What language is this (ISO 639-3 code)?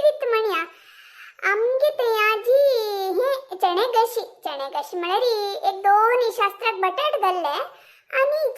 kok